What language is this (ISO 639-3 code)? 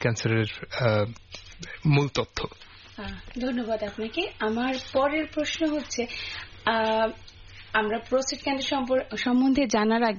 ben